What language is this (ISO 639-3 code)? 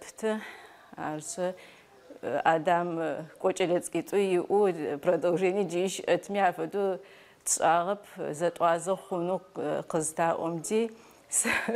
ady